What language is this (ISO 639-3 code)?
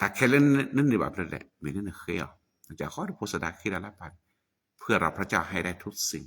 ksw